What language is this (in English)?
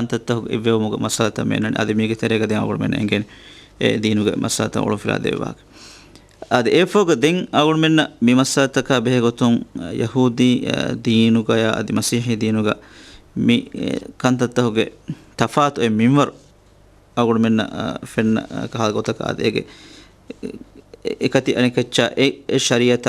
Divehi